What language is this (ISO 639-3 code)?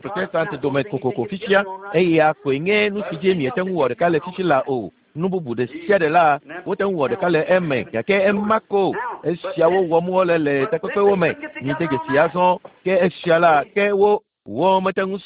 ewe